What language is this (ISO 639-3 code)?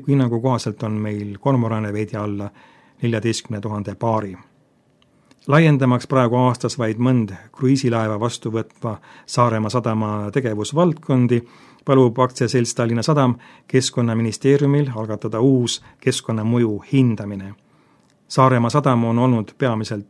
est